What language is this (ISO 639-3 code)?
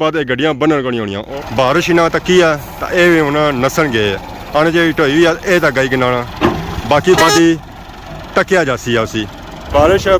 phr